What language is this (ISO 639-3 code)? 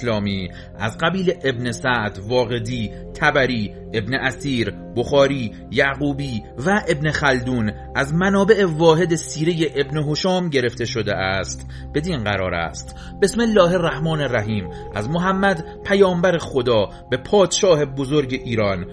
fas